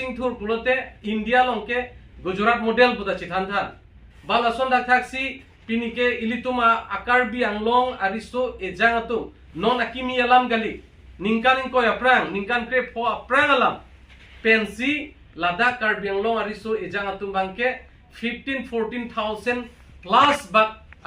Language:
Karbi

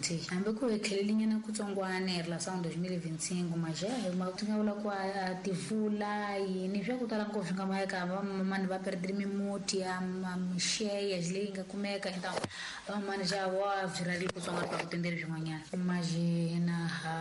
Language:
Tsonga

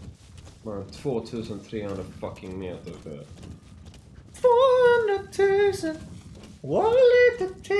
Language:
Swedish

